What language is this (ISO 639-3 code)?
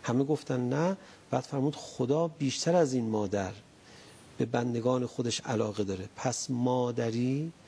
fas